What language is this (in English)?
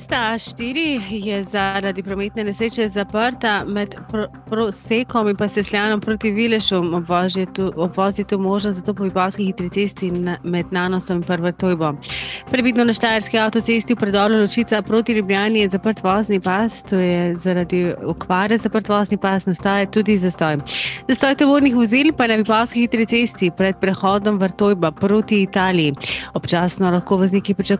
Slovenian